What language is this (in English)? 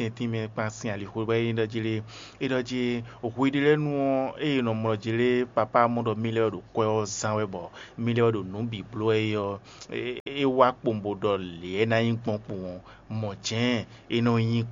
Fon